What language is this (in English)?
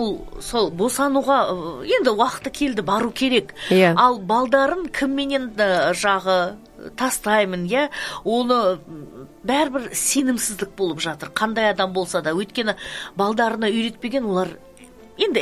Kazakh